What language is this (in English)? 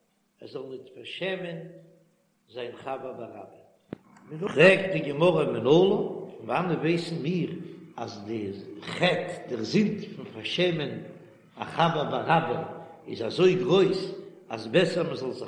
Yiddish